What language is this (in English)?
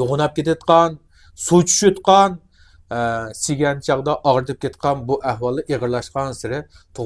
Uyghur